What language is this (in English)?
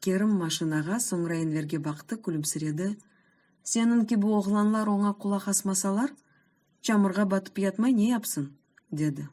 Crimean Tatar